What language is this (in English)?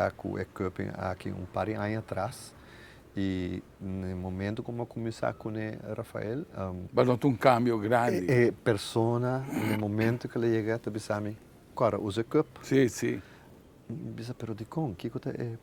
Papiamento